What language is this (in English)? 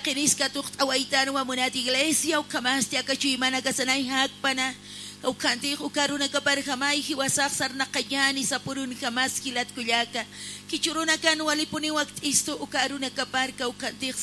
Aymara